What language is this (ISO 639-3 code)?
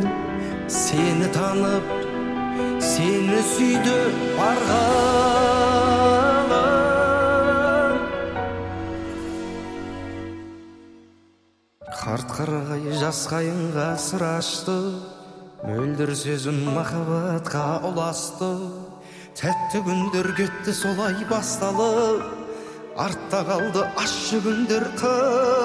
kaz